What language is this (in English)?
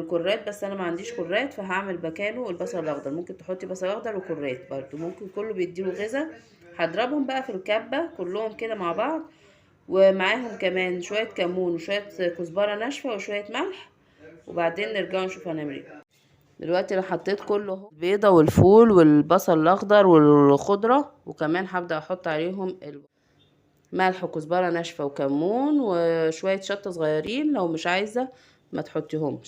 Egyptian Arabic